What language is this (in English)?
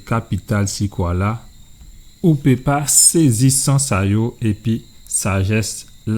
Guadeloupean Creole French